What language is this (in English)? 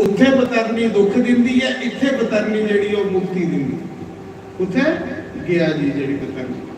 Dogri